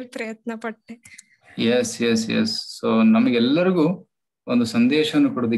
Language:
Kannada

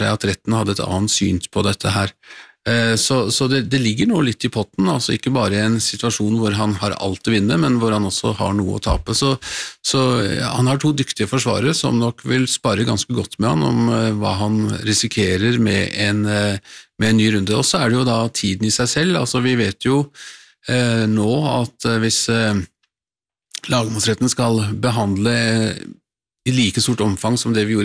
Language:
Norwegian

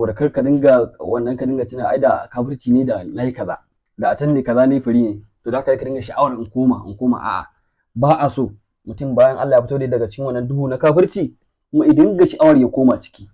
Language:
Hausa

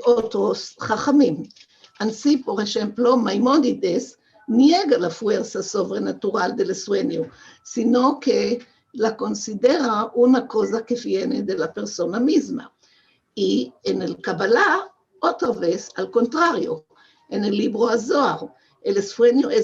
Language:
Ladino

